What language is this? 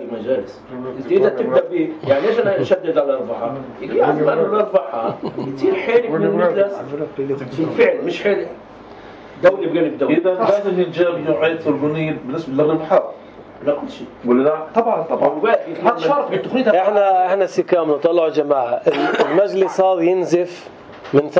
North Levantine Arabic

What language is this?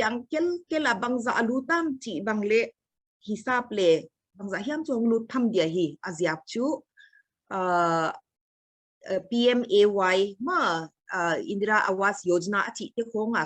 Paite Chin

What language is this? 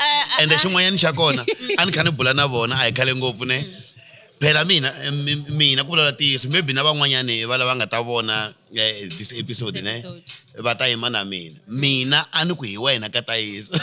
Tsonga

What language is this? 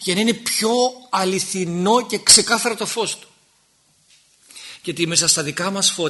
Greek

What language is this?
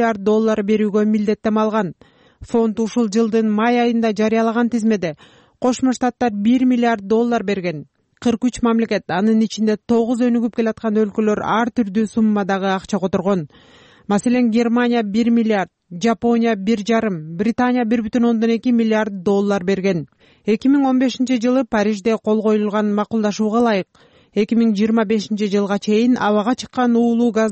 Kyrgyz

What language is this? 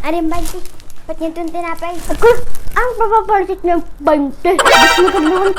Waray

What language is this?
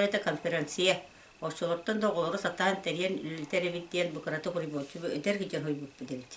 Yakut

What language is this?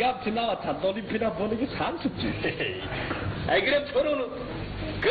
Korean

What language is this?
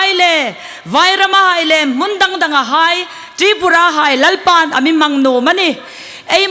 Hmar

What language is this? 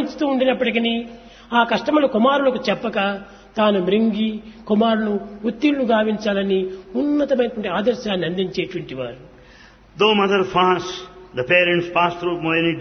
Telugu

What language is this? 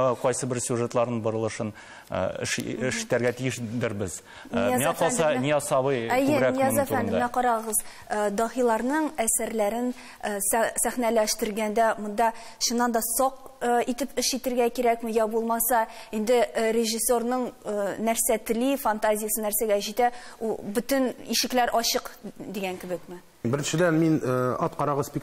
Tatar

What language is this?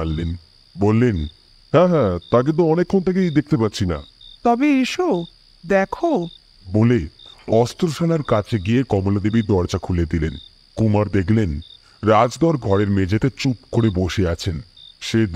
Bangla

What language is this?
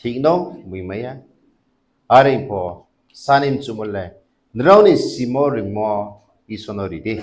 Riang (India)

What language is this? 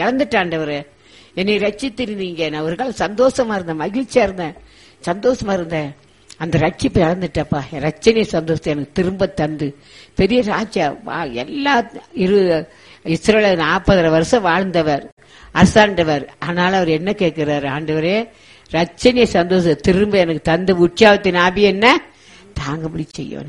Tamil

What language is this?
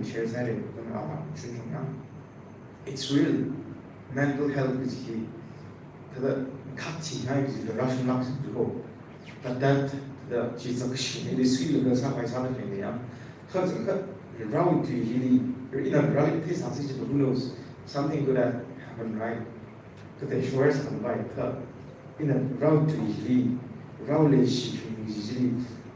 Tangkhul Naga (India)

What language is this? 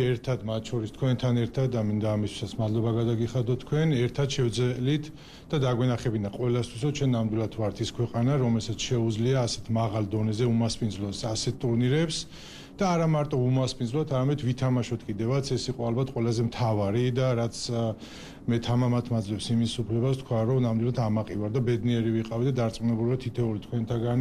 Georgian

